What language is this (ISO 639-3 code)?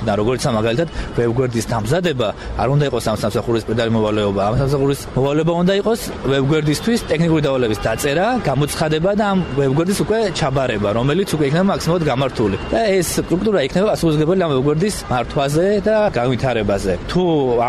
kat